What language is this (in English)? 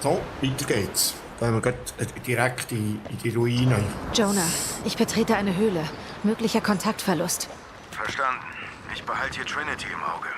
Swiss German